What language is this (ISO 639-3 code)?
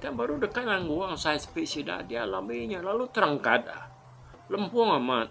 iba